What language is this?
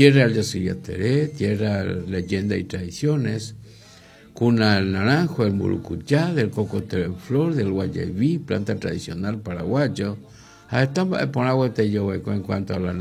Guarani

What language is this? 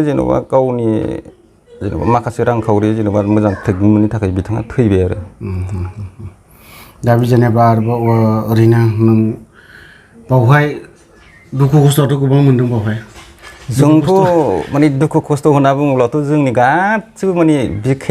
Bodo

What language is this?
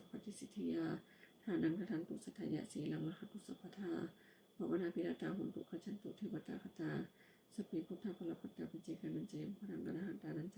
Pali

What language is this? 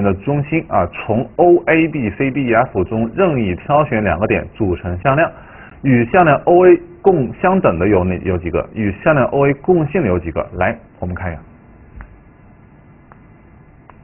Chinese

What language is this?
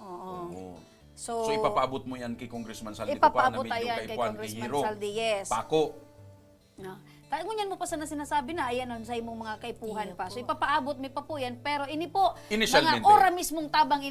Bikol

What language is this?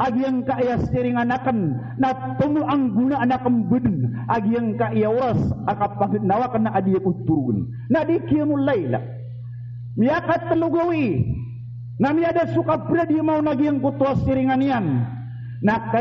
Maranao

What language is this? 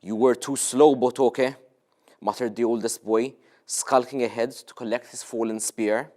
English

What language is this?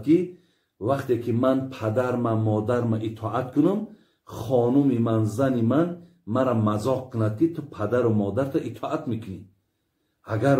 Tajik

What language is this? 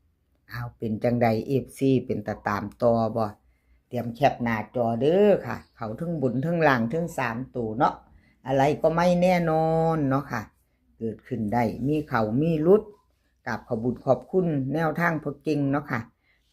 Northeastern Thai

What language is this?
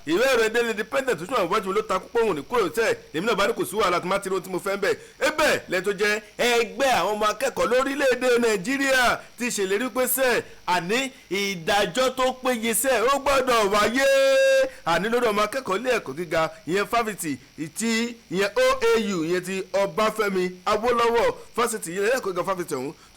Yoruba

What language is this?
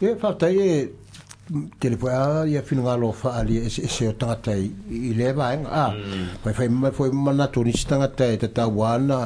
Samoan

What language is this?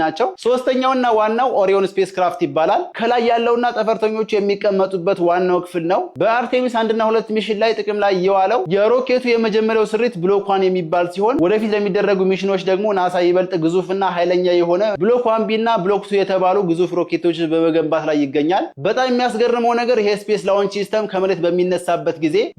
Amharic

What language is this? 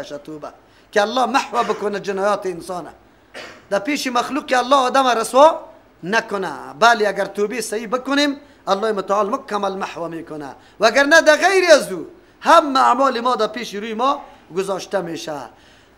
Persian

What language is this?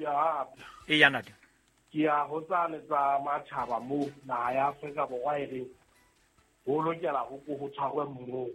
Southern Sotho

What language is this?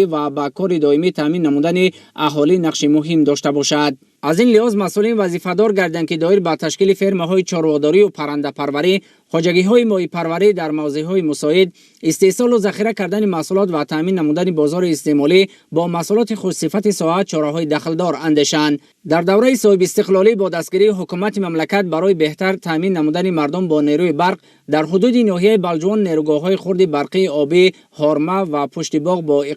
Tajik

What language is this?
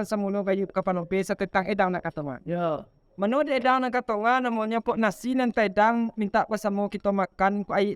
Minangkabau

